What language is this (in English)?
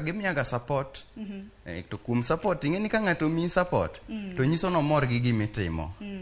Luo (Kenya and Tanzania)